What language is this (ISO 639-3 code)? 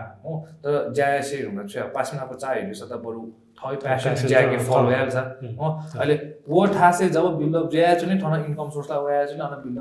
new